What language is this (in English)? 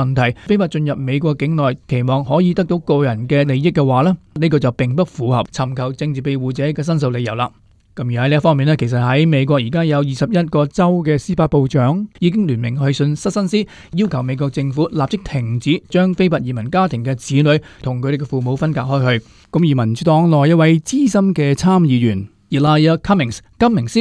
Cantonese